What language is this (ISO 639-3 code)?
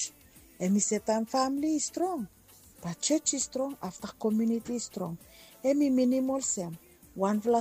bis